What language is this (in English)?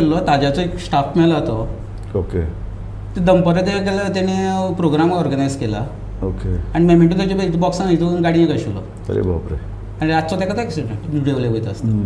Konkani